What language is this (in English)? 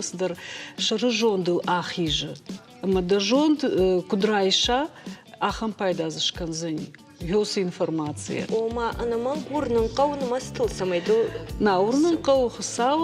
Ossetic